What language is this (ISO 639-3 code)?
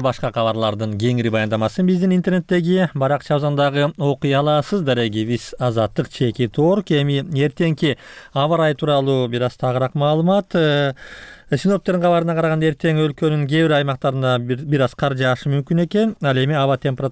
kir